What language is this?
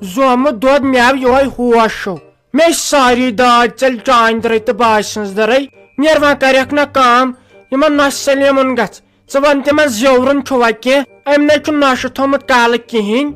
Kashmiri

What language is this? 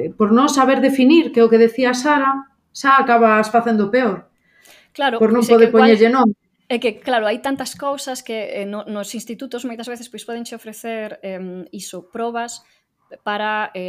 Galician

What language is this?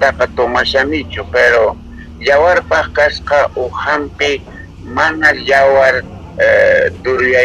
South Bolivian Quechua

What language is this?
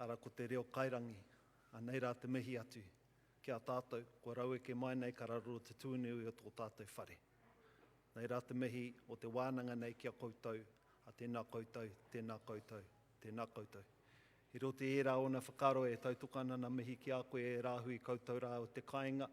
Māori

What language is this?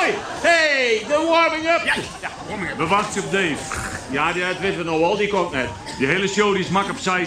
Western Frisian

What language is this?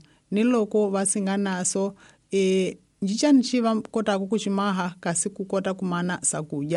Tsonga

